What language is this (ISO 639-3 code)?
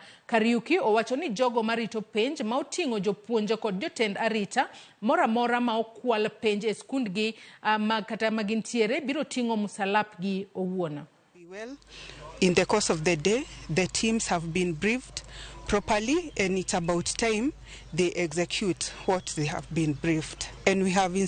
luo